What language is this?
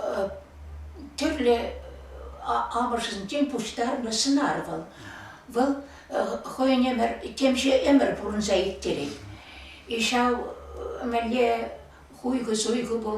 Chuvash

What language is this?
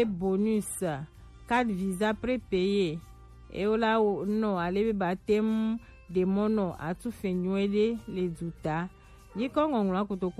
Gen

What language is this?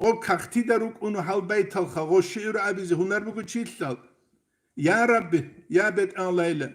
Avaric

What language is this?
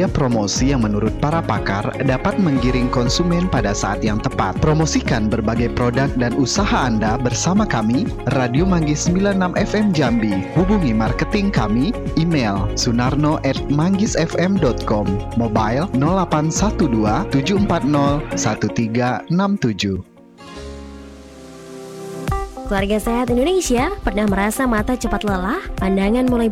Indonesian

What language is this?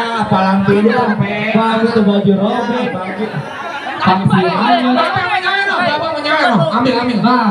Betawi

